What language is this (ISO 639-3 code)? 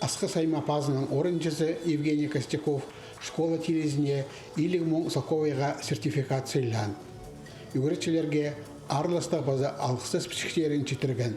kjh